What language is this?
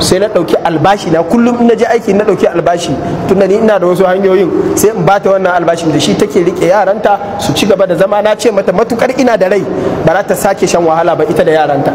Hausa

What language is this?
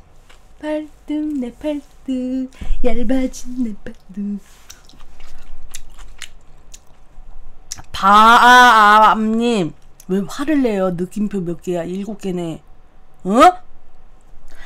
Korean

